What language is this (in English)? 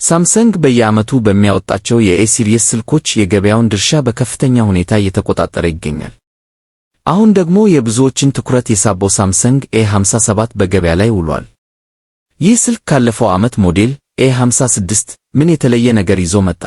Amharic